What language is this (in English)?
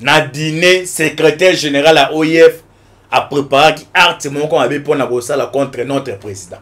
Lingala